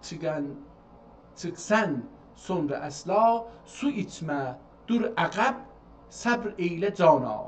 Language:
South Azerbaijani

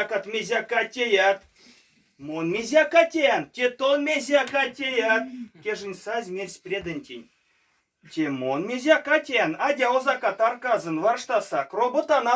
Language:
Erzya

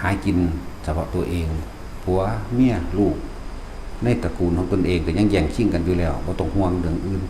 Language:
Northeastern Thai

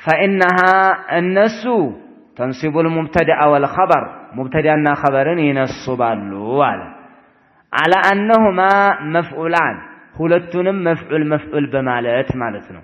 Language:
Amharic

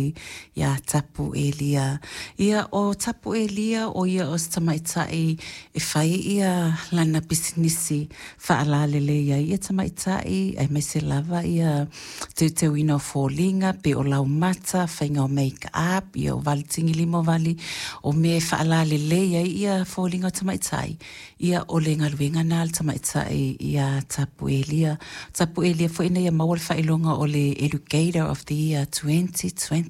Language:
Samoan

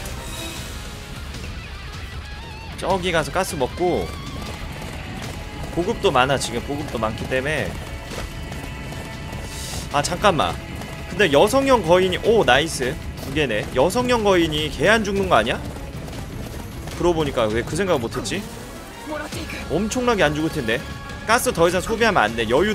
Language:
Korean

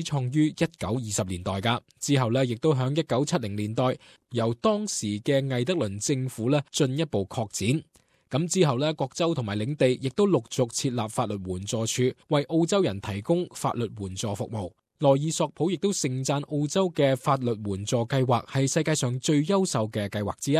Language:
Cantonese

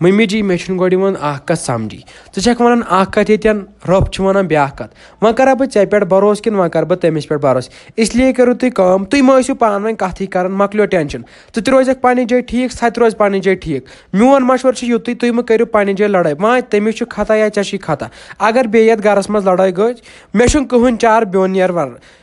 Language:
Kashmiri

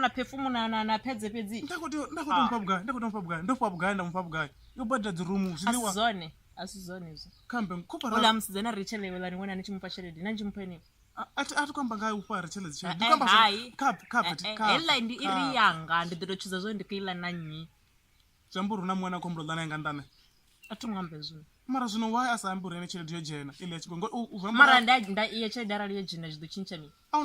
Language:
Venda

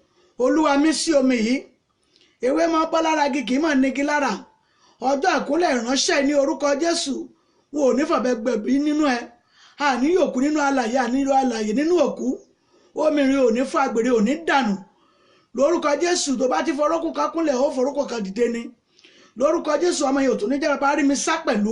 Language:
Yoruba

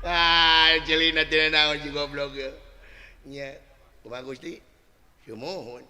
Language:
Sundanese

